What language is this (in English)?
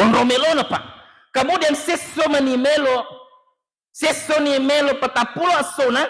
Buginese